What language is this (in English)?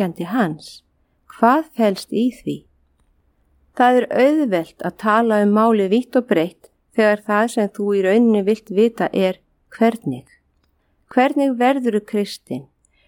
Icelandic